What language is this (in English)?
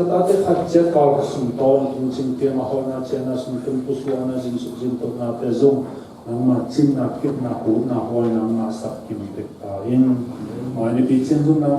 Tedim Chin